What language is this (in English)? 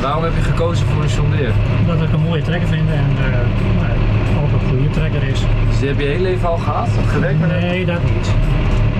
Dutch